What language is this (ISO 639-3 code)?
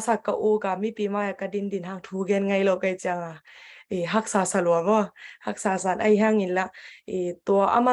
ctd